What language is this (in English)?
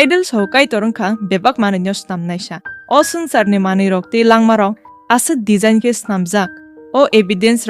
Kok Borok